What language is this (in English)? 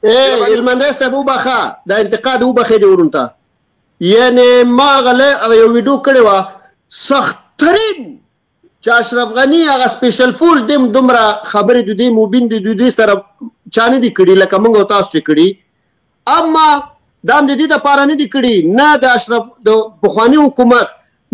Pashto